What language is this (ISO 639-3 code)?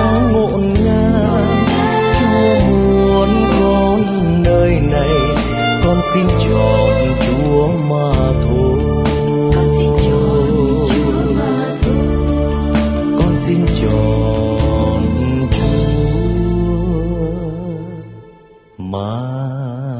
vie